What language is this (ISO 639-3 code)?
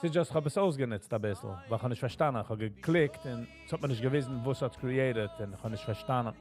yid